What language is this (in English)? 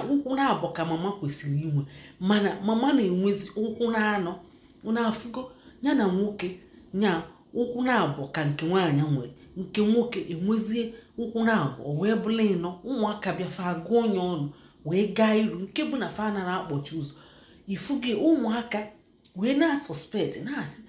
Igbo